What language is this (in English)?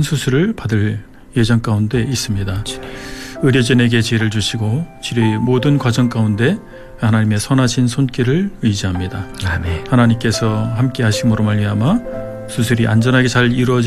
Korean